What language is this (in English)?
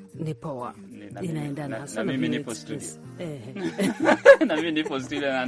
Swahili